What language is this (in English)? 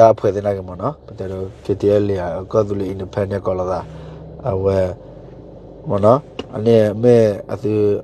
S'gaw Karen